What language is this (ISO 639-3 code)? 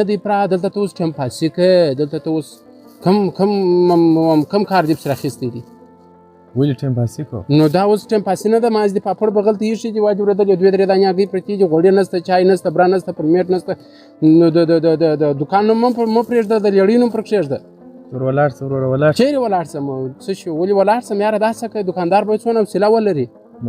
pus